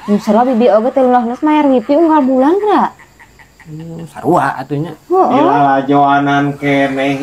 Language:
Sundanese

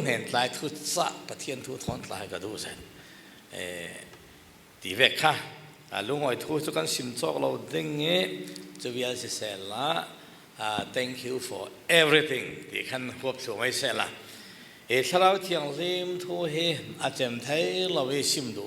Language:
Falam Chin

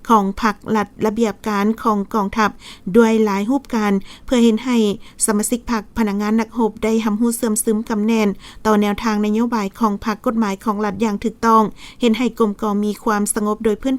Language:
Lao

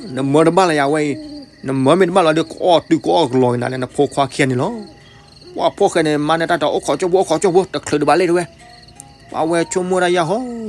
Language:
S'gaw Karen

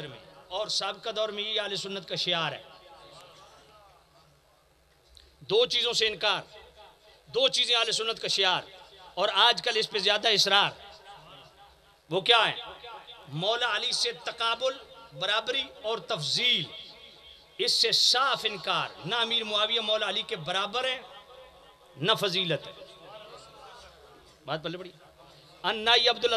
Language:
Urdu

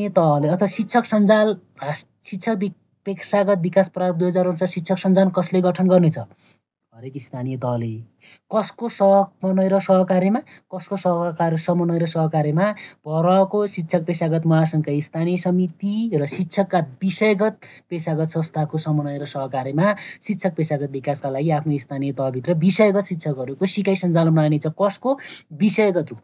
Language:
Nepali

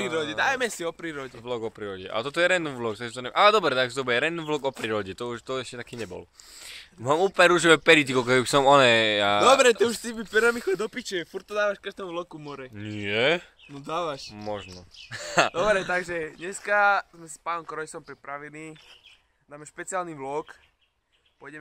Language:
Slovak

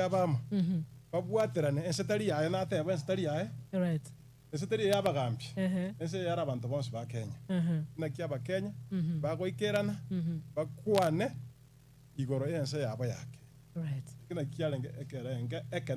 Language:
Gusii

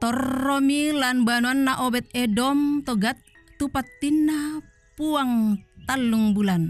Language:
Toraja-Sa'dan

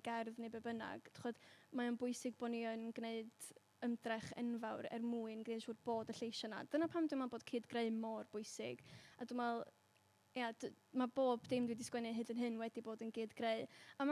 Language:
Welsh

